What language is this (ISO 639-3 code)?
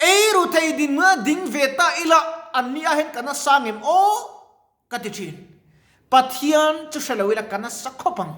lus